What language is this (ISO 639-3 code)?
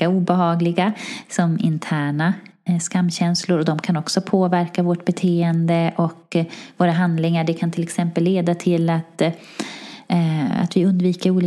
swe